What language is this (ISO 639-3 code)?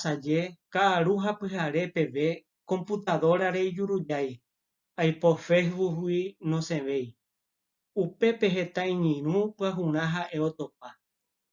grn